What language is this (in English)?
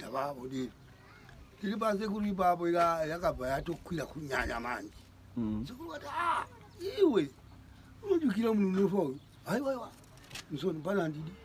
Shona